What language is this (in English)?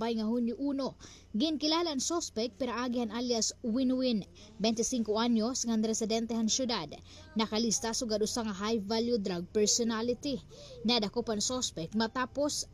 Waray